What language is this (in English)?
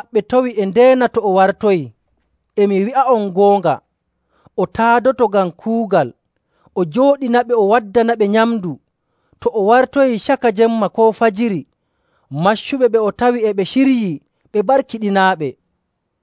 Nigerian Fulfulde